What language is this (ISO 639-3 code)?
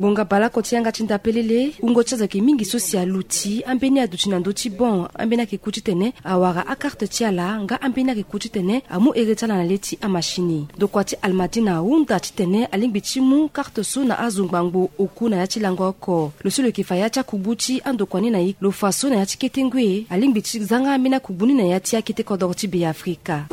sag